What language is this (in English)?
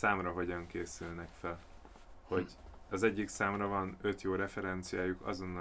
Hungarian